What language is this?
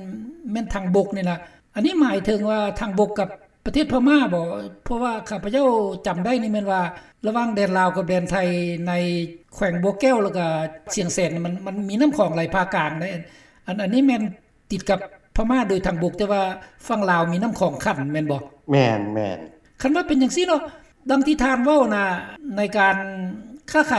Lao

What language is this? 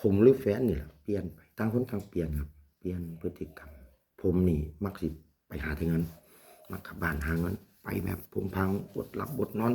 Lao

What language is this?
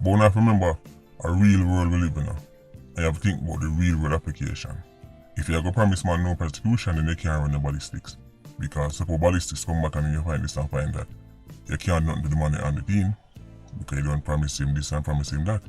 Jamaican Creole English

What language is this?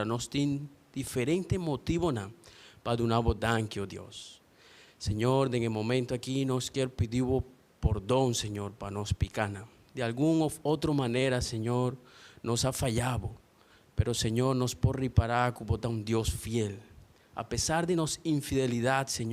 Papiamento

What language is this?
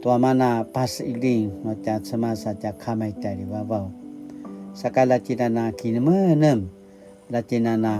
Paiwan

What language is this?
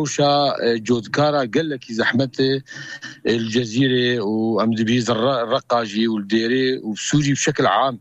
Kurdish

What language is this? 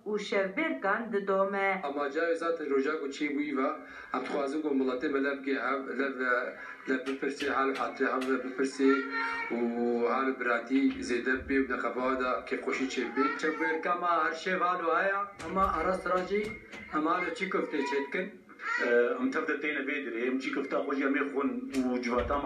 Kurdish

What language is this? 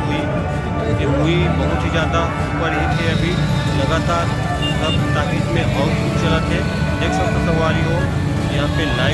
Chhattisgarhi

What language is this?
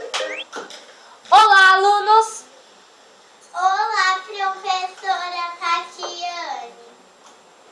Portuguese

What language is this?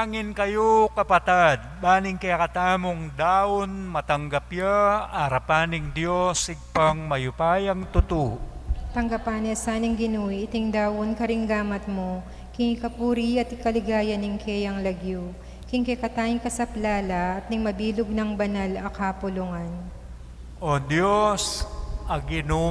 Pampanga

